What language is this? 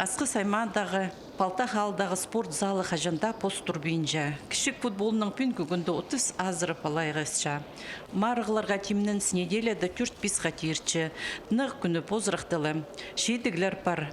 Khakas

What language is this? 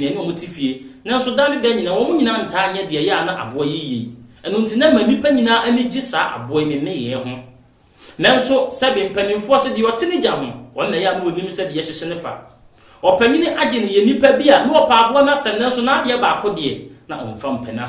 Akan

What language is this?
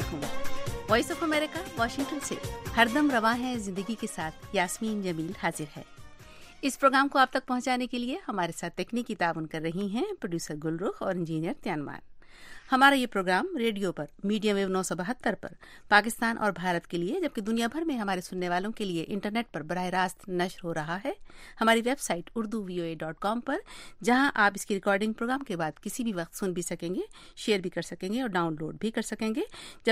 Urdu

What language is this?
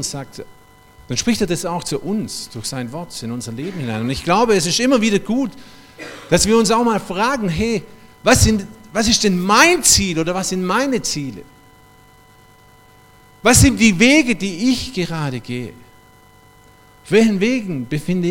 German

